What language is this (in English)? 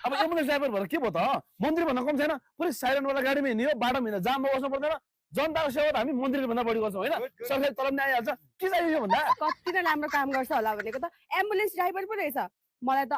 Nepali